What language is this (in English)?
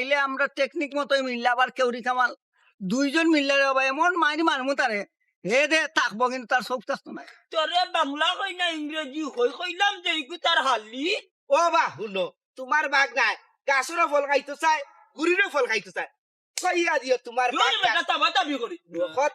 Sylheti